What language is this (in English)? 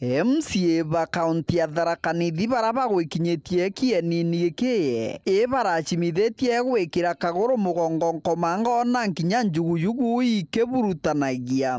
Meru